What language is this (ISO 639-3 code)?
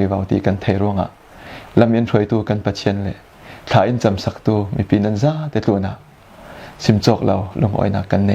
cfm